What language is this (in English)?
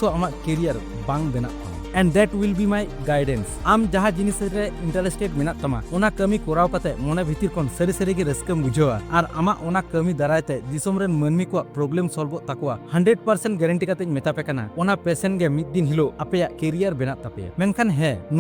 Santali